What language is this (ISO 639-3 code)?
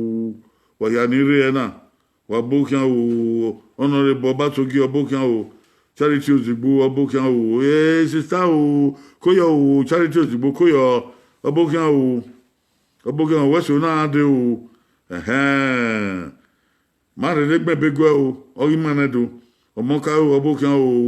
bin